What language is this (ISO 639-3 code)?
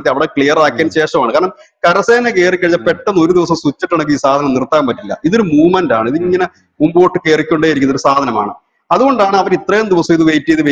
mal